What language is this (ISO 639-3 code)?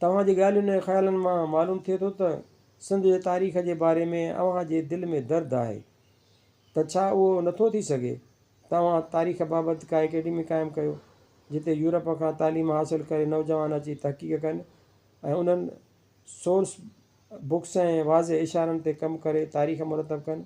snd